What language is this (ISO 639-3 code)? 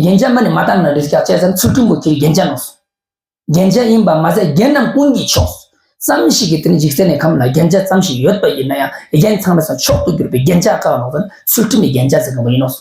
lbj